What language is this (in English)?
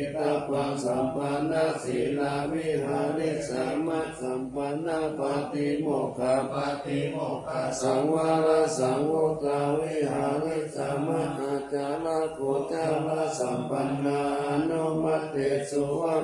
Pali